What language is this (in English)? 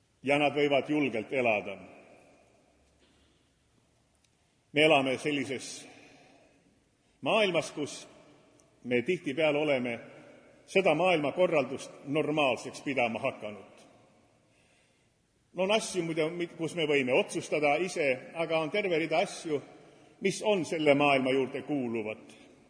Estonian